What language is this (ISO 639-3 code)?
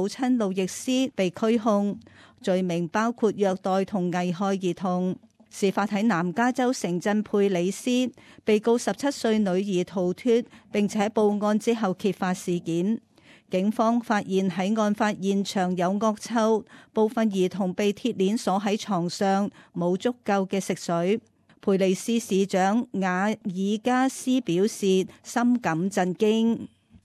yue